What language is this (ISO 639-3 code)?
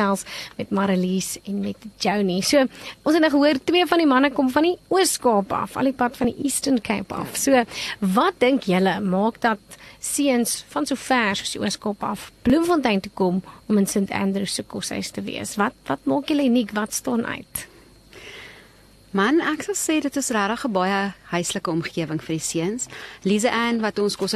afr